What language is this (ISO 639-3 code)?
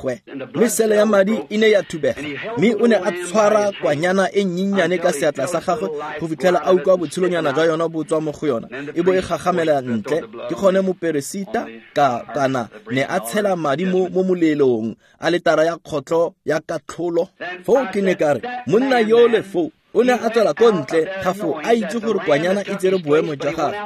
tsn